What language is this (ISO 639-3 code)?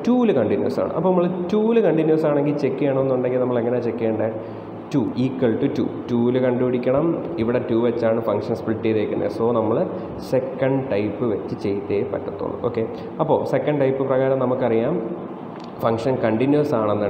mal